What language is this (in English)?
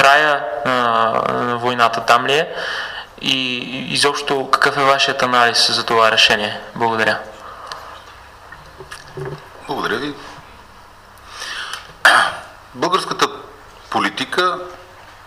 Bulgarian